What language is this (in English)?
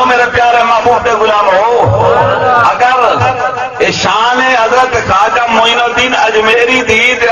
Saraiki